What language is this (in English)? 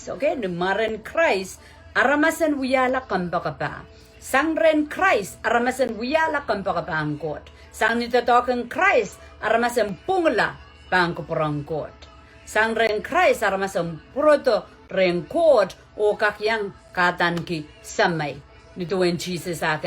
Pohnpeian